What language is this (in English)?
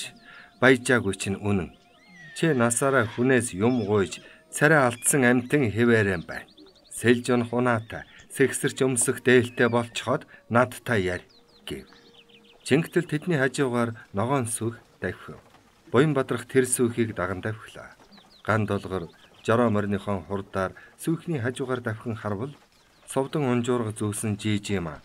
Mongolian